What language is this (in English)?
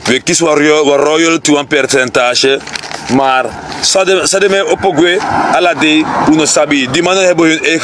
Sranan Tongo